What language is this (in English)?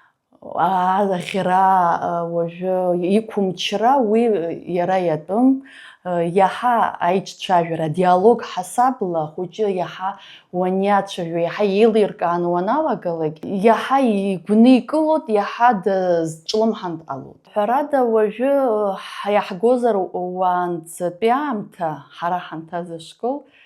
Abkhazian